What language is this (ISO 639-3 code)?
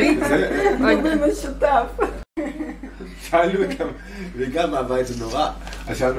heb